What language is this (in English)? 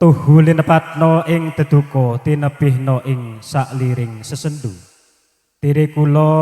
Javanese